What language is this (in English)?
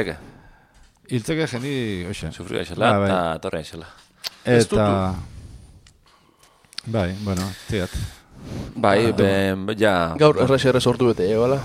Basque